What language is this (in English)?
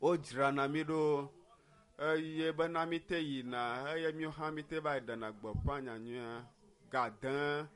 Ewe